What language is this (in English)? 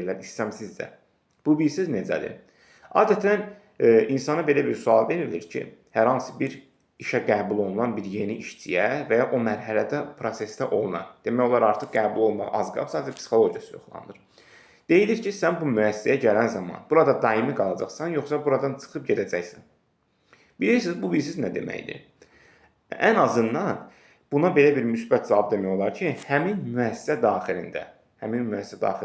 Azerbaijani